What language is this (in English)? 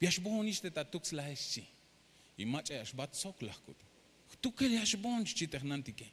Tzeltal